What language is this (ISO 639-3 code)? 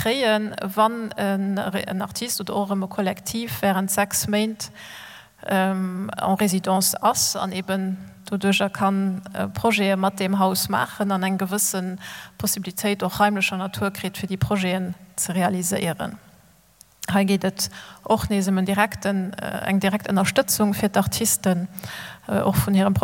ltz